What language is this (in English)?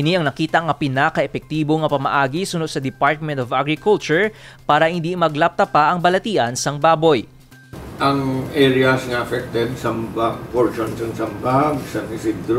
Hiligaynon